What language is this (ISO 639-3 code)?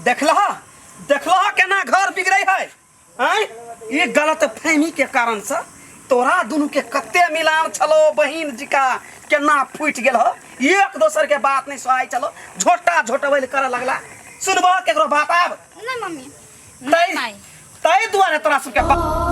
mai